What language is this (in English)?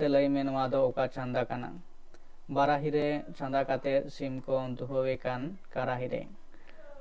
Santali